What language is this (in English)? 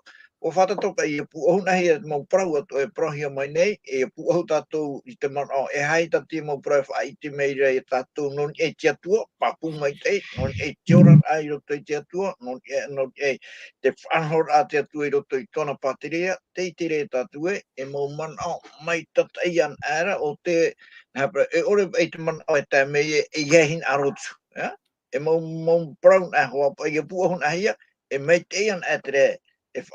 Tahitian